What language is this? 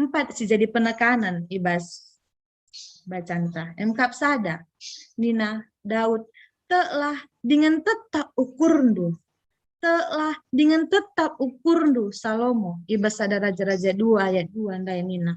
Batak Karo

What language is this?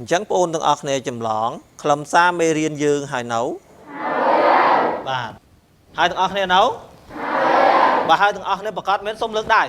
Khmer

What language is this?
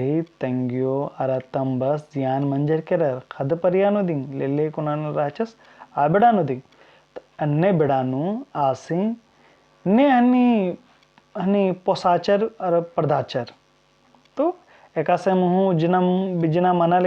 Kurukh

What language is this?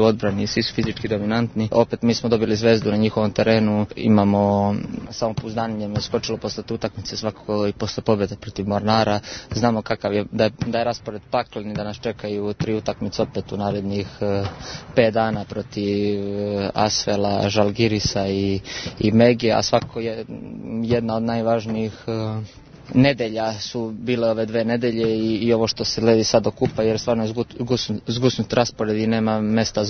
Serbian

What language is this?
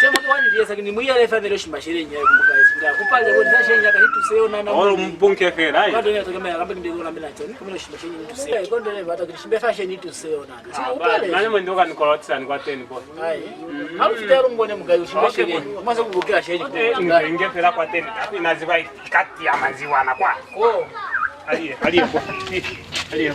Lozi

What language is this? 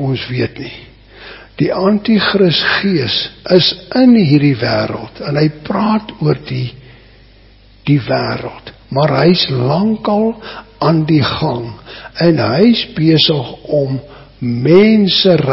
Afrikaans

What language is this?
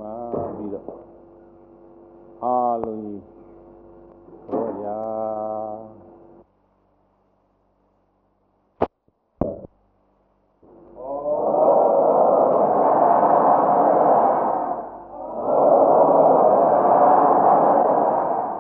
Burmese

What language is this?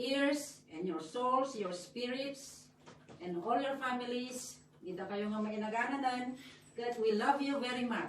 Iloko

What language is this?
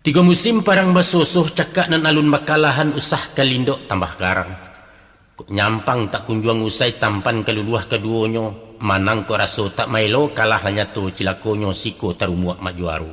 Minangkabau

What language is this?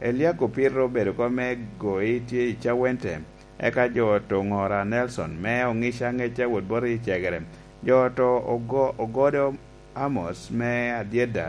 Lango (Uganda)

